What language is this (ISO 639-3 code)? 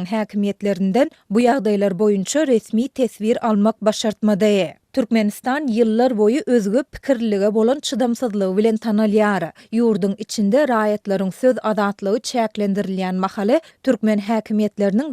tuk